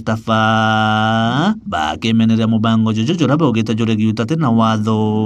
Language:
Meru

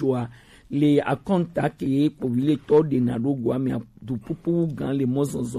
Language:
Gen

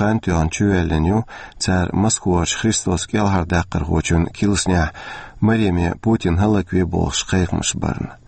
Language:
Chechen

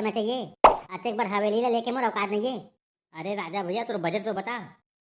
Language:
Chhattisgarhi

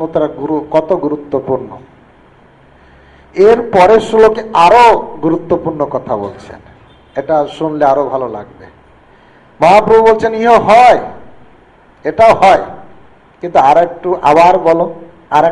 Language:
Bangla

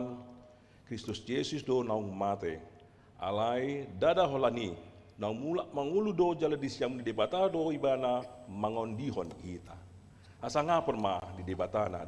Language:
Batak Toba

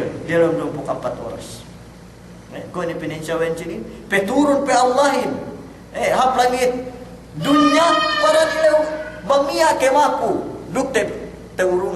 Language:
Yakan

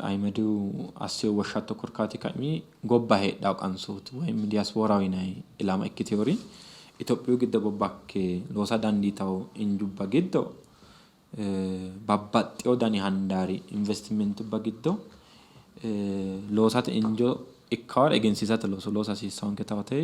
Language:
Sidamo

